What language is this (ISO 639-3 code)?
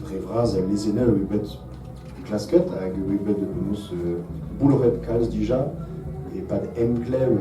bre